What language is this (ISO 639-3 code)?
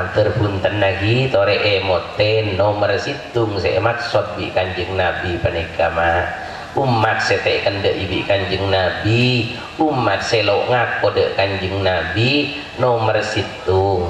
mad